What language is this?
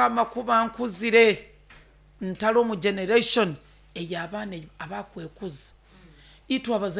Nyoro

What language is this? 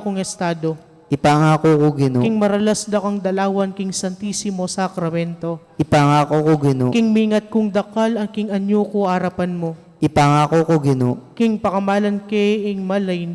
Pampanga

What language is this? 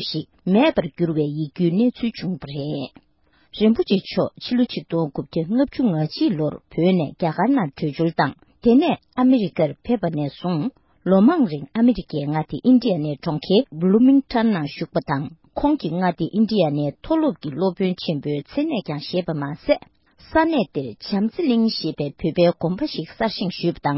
Tibetan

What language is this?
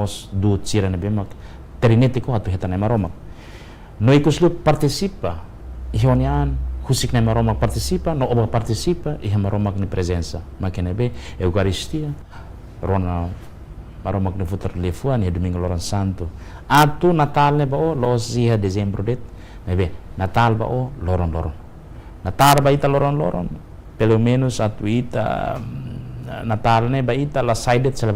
Tetum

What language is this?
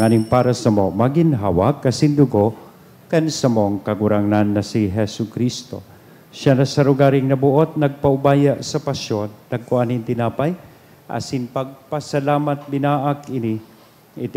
Bikol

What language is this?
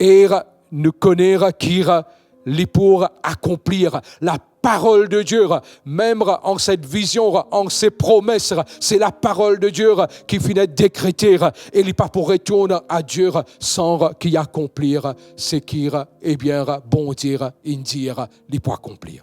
Morisyen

